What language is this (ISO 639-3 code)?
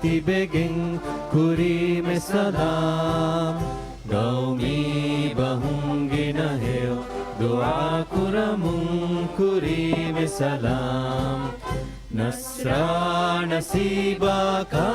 div